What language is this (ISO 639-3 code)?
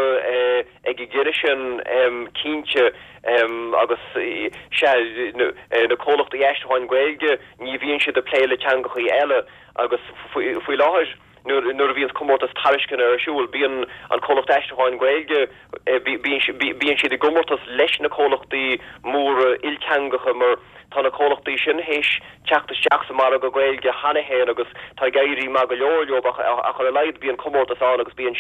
gle